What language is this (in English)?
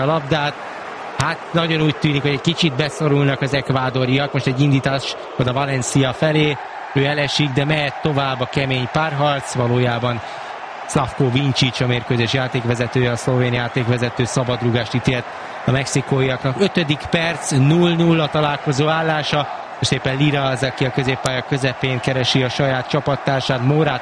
Hungarian